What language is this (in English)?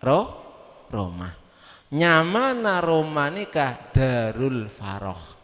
Madurese